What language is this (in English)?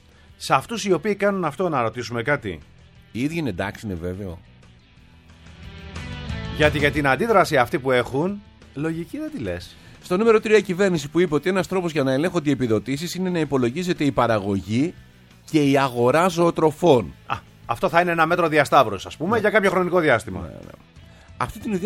Greek